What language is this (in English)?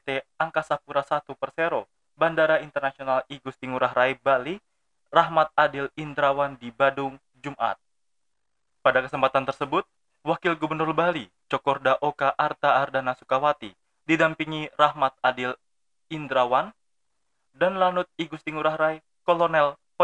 Indonesian